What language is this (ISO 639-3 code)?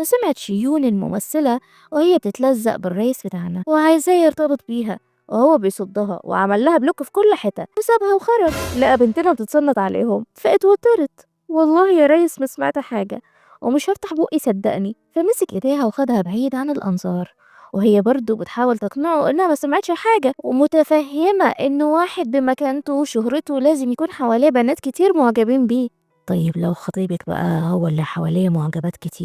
arz